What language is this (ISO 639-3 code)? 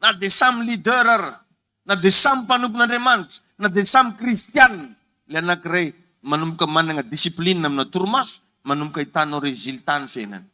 mlg